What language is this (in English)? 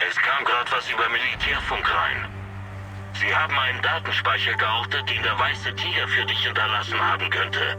Bavarian